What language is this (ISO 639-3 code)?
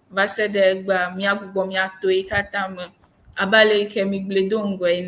ewe